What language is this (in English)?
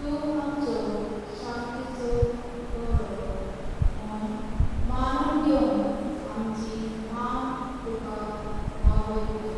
Konkani